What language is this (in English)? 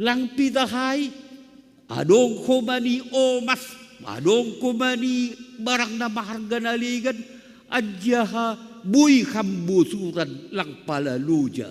Batak Simalungun